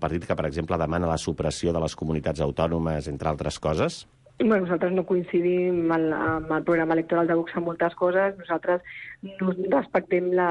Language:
Catalan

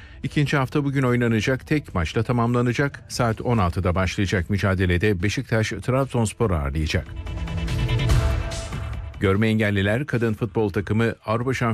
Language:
Turkish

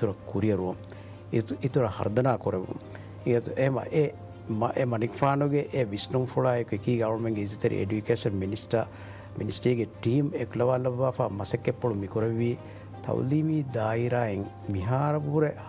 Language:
Divehi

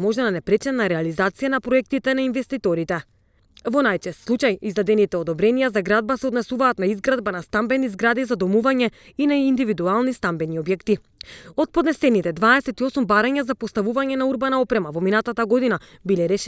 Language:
Macedonian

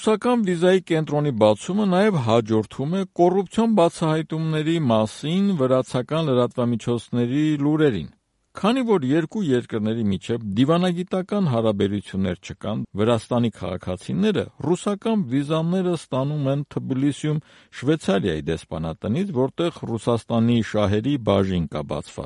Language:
Armenian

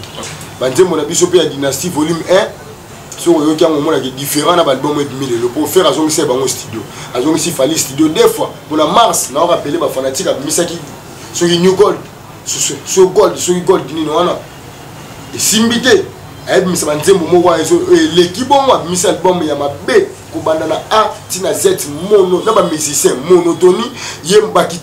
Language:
Lingala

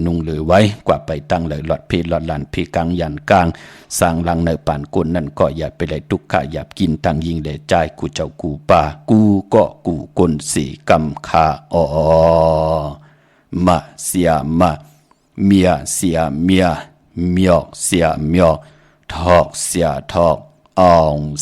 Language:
Shan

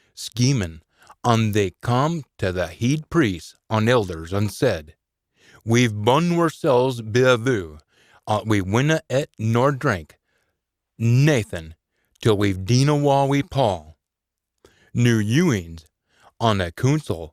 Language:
Scots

